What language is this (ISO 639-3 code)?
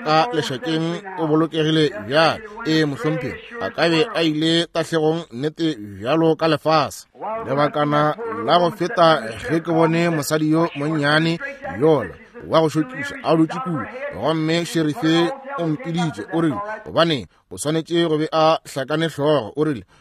nso